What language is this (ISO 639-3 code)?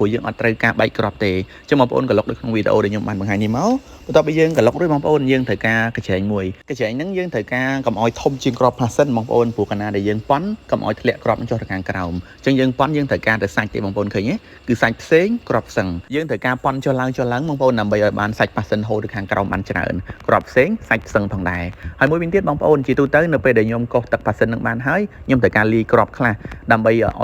khm